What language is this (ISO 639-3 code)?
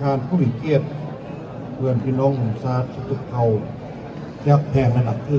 lao